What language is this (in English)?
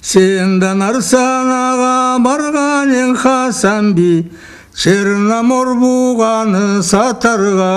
Karachay-Balkar